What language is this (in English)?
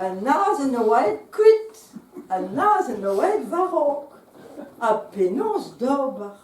Breton